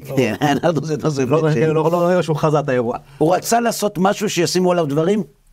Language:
Hebrew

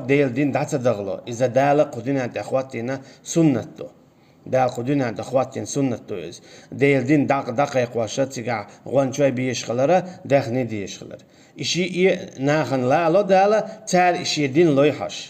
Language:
Chechen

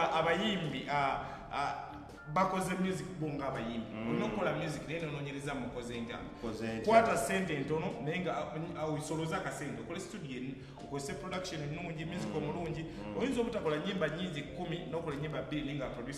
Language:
Ganda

